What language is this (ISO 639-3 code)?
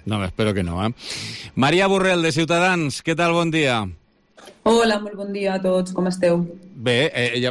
cat